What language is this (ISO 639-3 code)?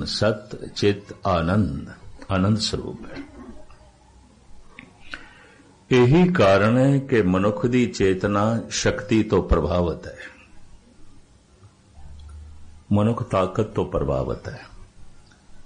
pan